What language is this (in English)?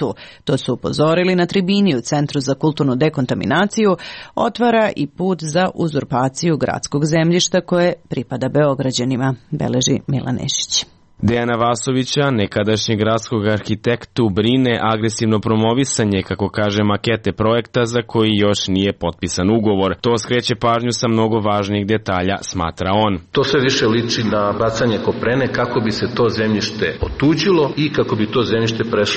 Serbian